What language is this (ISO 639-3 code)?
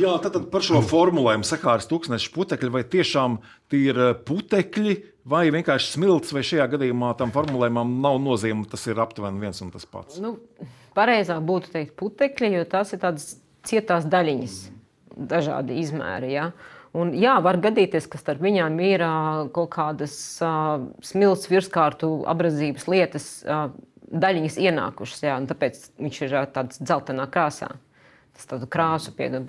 lav